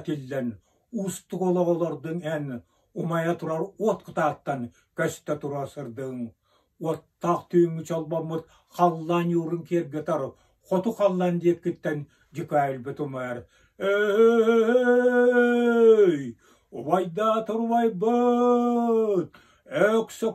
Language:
Yakut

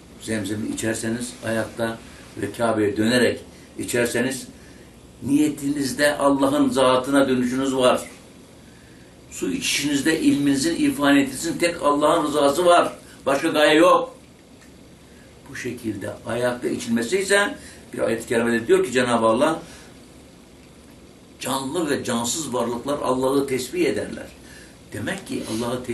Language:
Turkish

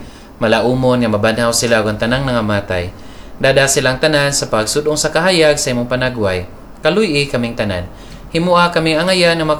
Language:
Cebuano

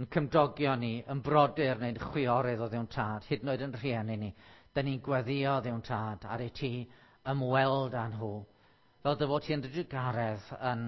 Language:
Welsh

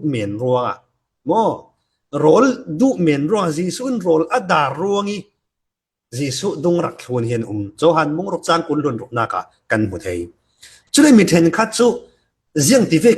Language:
Falam Chin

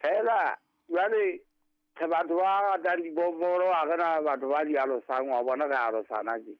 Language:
Southern Sotho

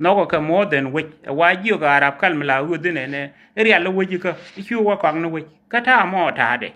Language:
Nuer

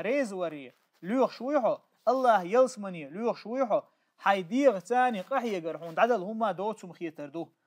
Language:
Chechen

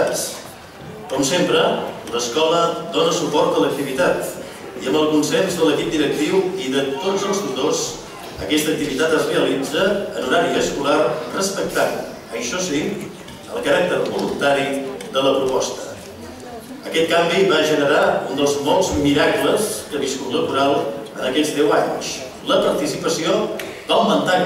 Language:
Catalan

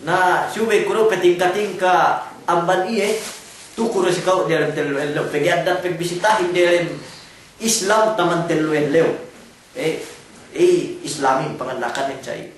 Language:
Yakan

